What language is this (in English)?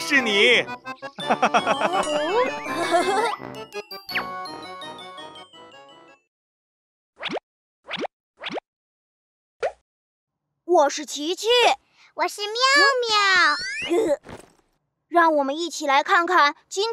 Chinese